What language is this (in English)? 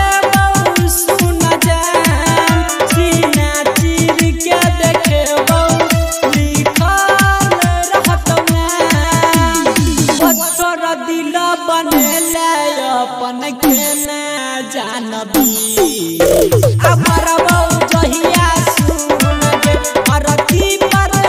Bhojpuri